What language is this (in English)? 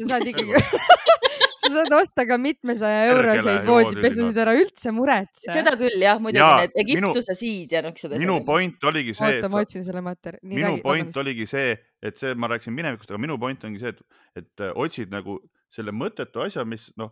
Estonian